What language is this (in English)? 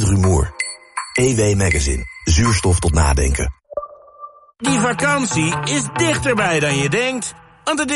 Dutch